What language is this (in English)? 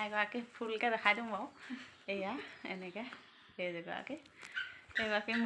Assamese